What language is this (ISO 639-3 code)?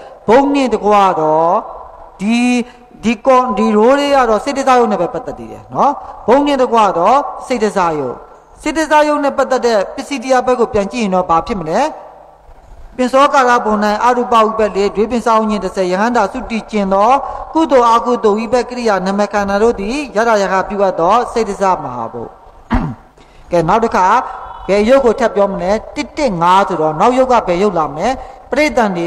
mya